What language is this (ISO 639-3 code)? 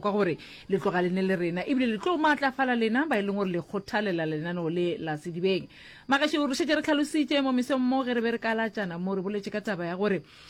nso